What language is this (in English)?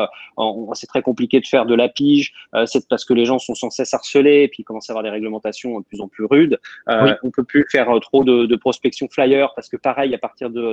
French